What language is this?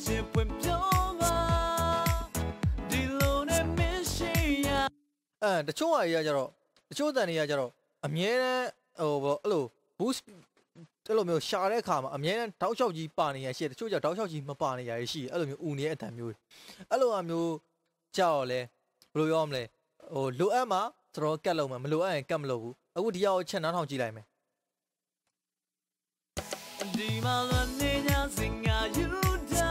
Burmese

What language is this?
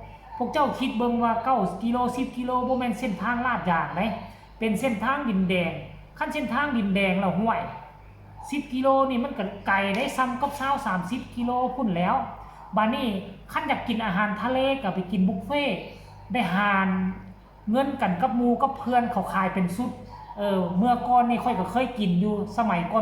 Northeastern Thai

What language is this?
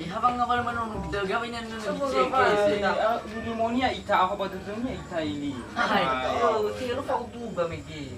Nias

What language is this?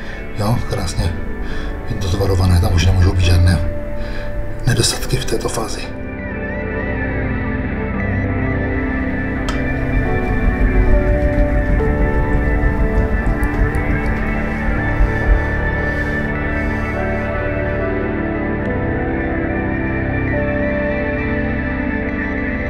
Czech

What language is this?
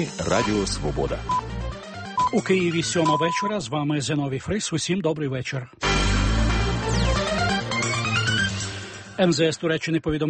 Ukrainian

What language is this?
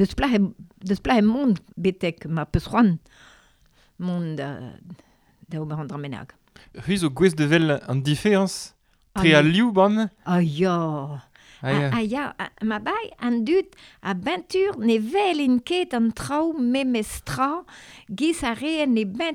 Breton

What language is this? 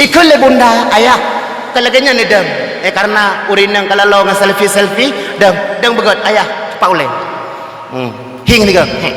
Achinese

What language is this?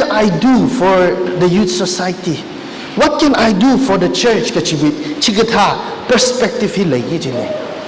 Tangkhul Naga (India)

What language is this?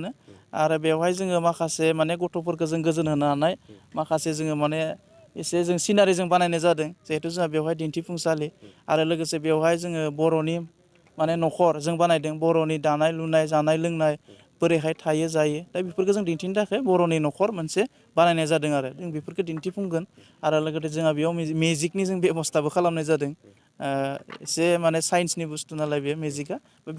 Bodo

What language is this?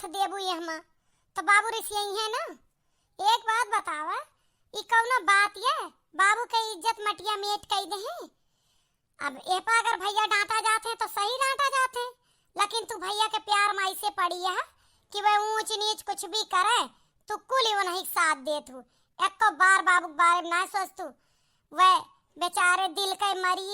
Awadhi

